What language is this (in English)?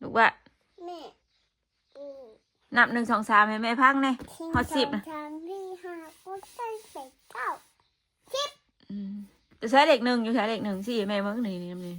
Northeastern Thai